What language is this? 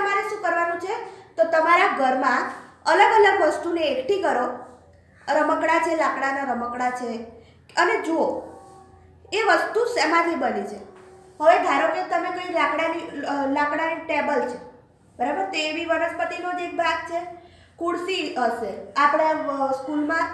Gujarati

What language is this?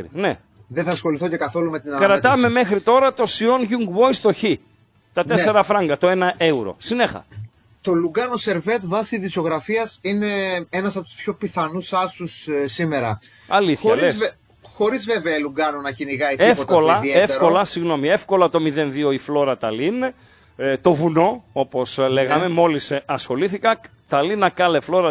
Greek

